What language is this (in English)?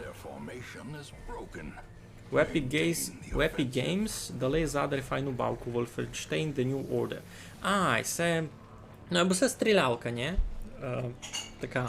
Rusyn